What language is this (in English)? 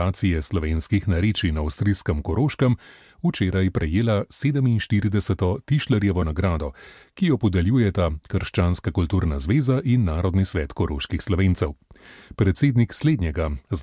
Slovenian